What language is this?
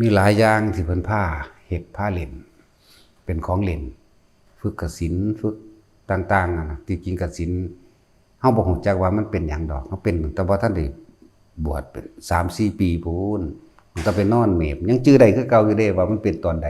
Lao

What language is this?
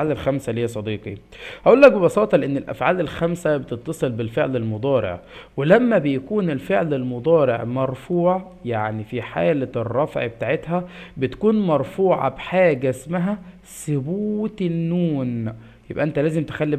Egyptian Arabic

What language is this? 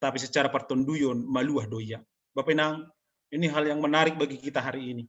Batak Simalungun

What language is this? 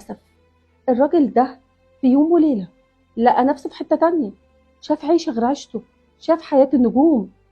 Egyptian Arabic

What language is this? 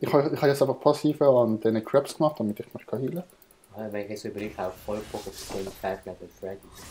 Swiss German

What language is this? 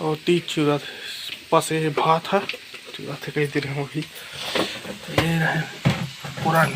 Chhattisgarhi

